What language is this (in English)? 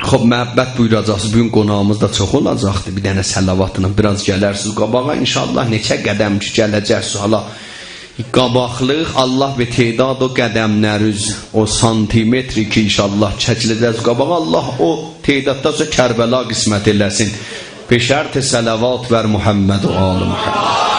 South Azerbaijani